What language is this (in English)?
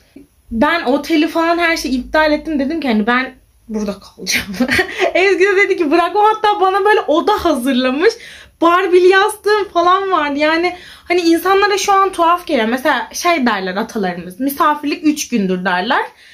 Turkish